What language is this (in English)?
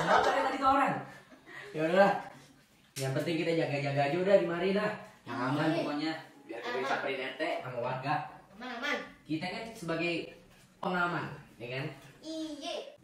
Betawi